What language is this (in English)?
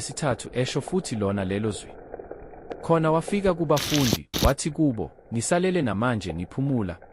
Zulu